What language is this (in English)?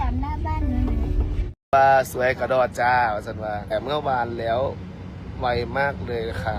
Northeastern Thai